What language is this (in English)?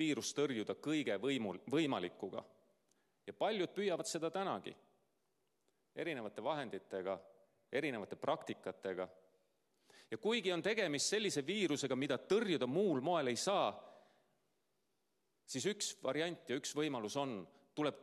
Estonian